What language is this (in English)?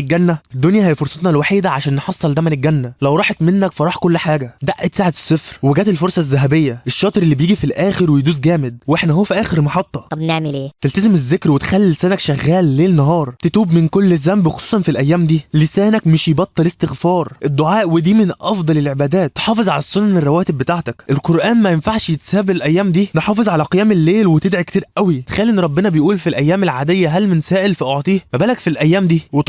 Egyptian Arabic